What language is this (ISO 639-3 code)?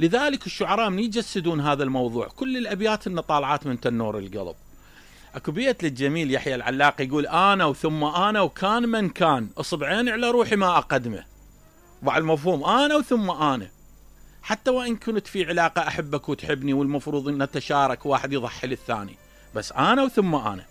acm